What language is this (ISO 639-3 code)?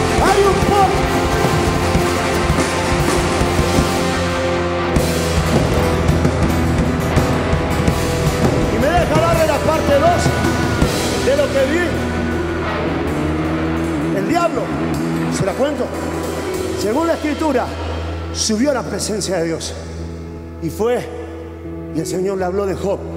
spa